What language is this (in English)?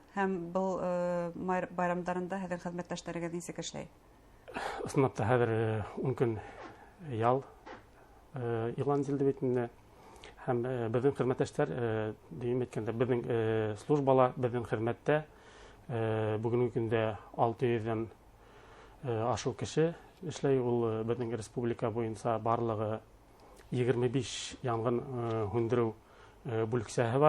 Bashkir